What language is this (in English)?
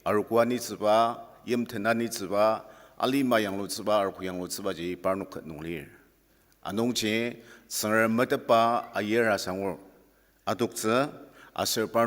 Ao Naga